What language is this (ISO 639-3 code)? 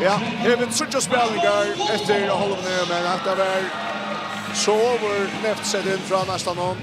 fao